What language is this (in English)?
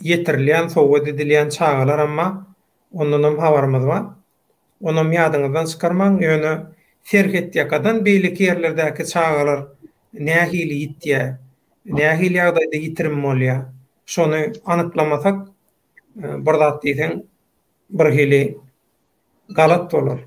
Turkmen